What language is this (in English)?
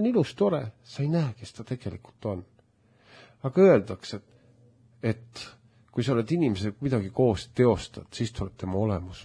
Estonian